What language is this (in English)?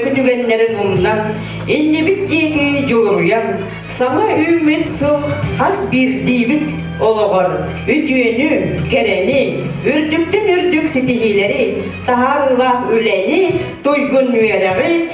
Yakut